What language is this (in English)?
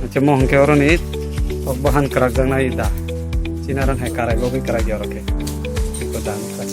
Kok Borok